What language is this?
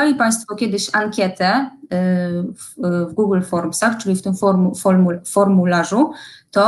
Polish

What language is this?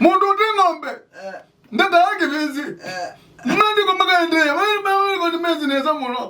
Kamba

